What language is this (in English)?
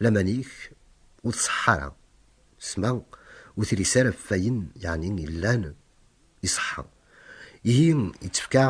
Kabyle